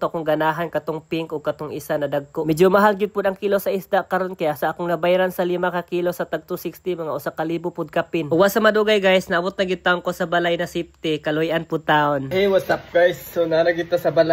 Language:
Cebuano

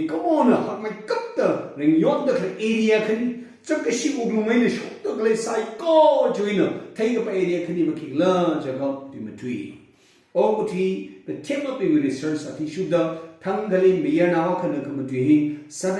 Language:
Tangkhul Naga (India)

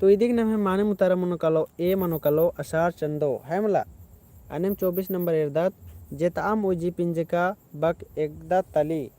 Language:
Kurukh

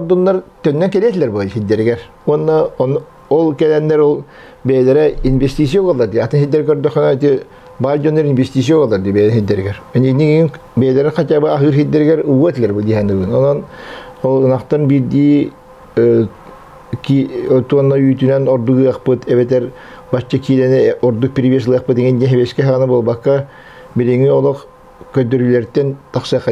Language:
Yakut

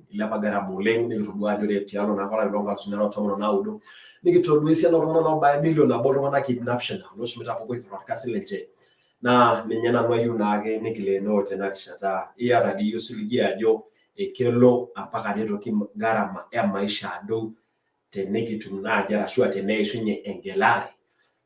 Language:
Masai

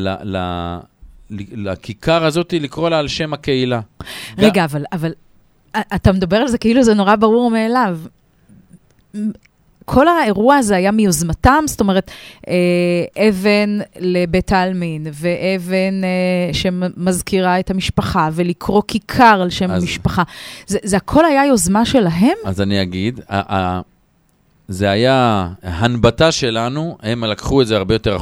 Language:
Hebrew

